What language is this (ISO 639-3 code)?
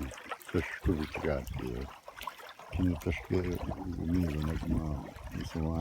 ciw